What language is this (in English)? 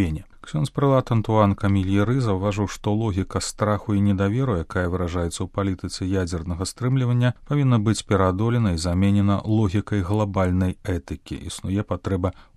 Belarusian